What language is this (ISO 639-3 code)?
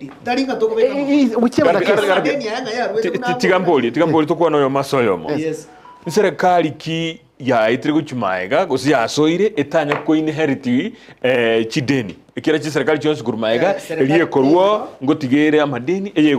guz